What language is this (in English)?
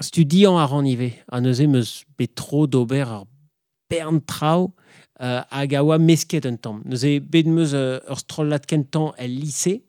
Breton